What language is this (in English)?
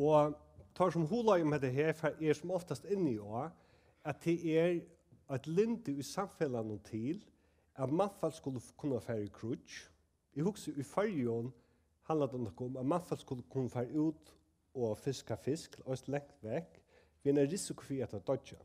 Faroese